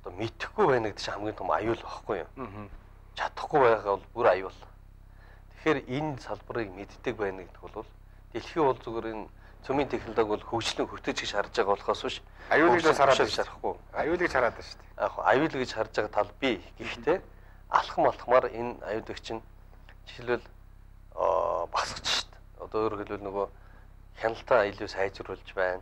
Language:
Mongolian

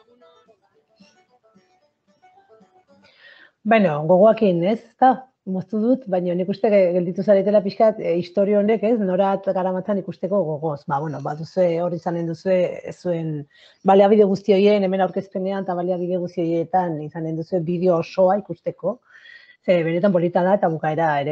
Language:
Basque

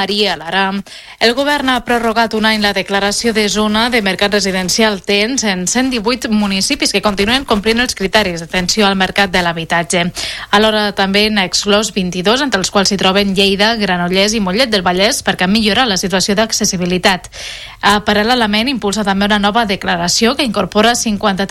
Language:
Catalan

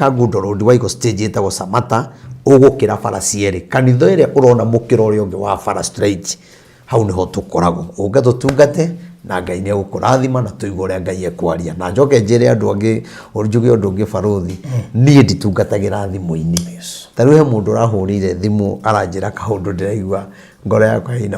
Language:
Kikuyu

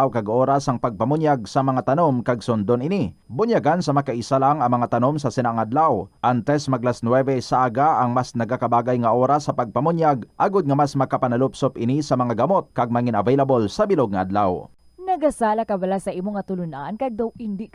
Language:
Hiligaynon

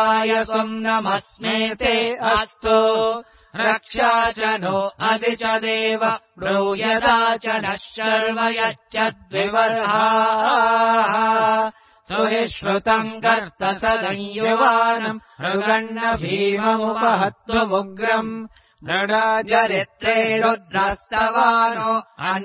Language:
Sanskrit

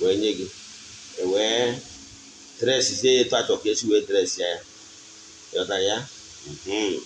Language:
Igbo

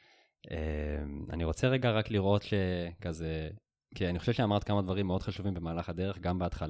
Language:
Hebrew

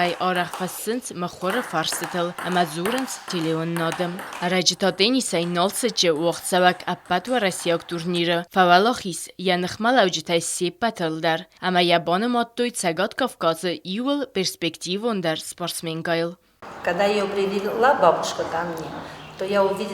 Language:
Ossetic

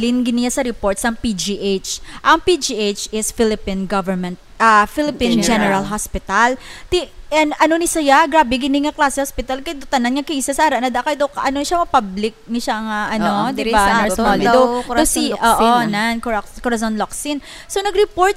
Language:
Hiligaynon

